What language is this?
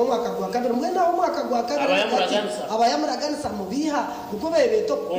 Nyankole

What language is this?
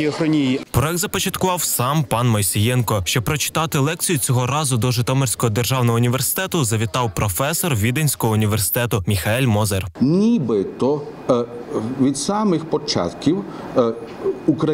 Ukrainian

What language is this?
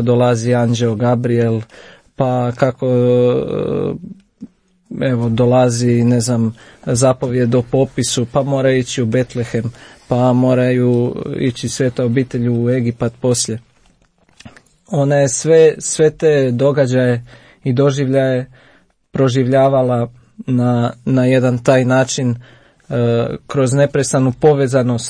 Croatian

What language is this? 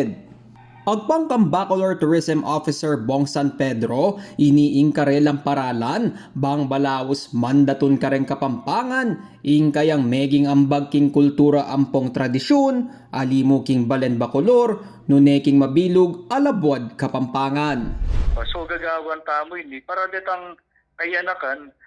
Pampanga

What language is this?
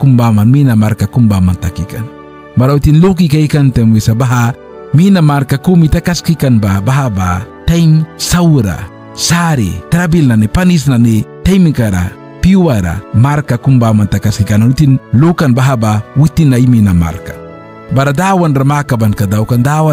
Mískito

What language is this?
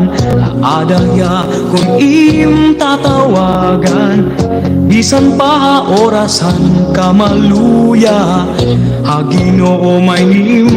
Waray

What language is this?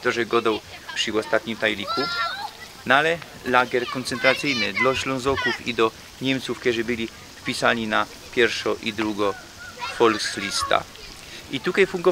Silesian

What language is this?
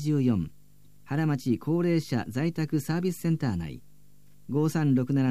Japanese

